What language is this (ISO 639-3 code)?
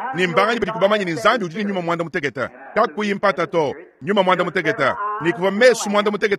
lua